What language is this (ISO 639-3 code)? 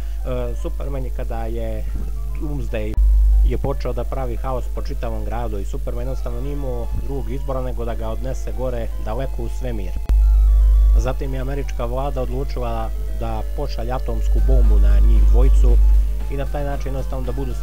srp